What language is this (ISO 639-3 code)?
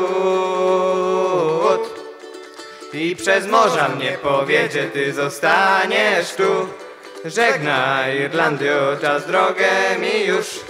pol